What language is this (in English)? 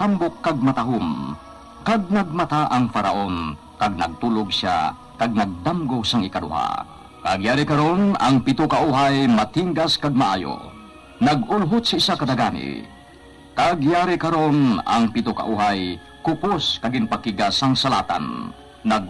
Hiligaynon